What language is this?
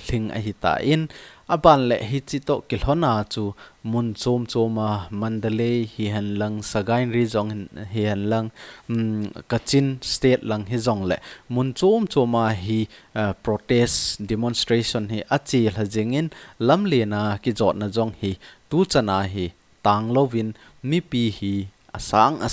Thado Chin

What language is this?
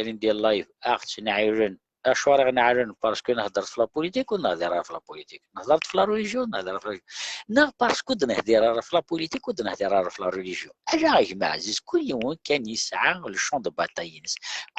Kabyle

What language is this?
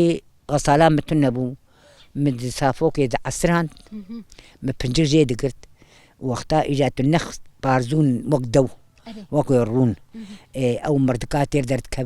Kurdish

